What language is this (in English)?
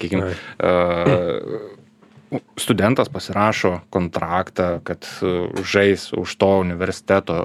Lithuanian